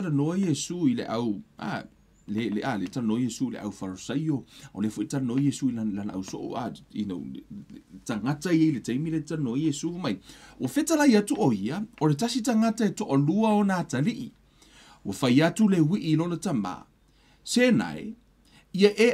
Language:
Samoan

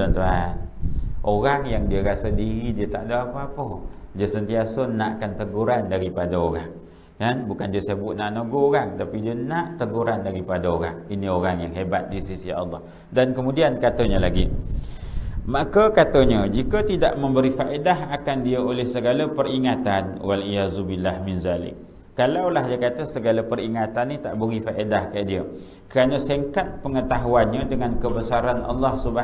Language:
Malay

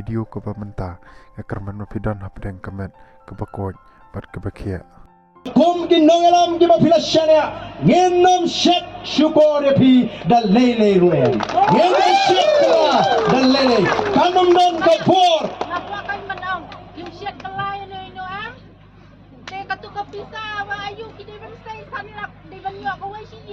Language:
Khasi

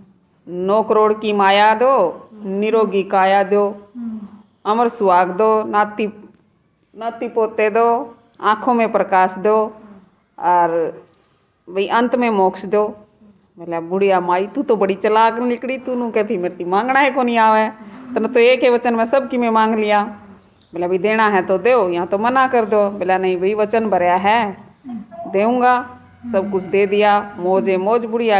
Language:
Haryanvi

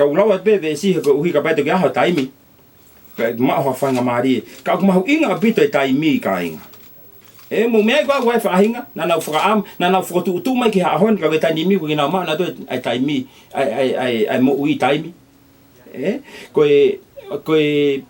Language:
Tongan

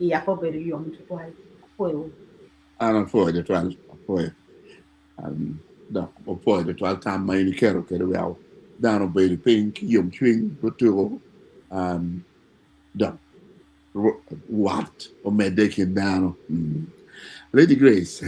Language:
Acoli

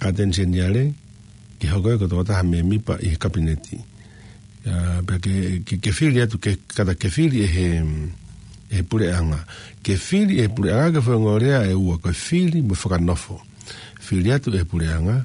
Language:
Tongan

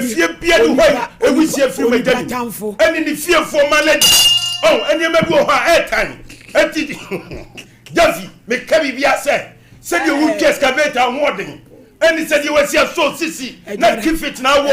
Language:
Akan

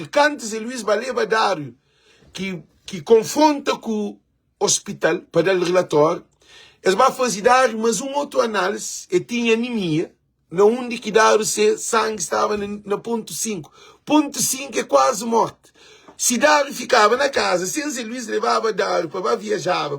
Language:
Kabuverdianu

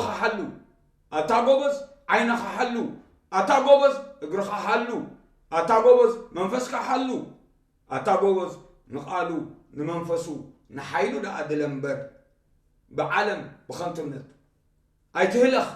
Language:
Tigrinya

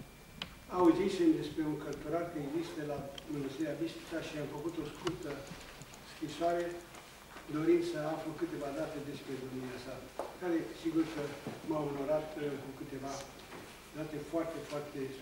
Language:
Romanian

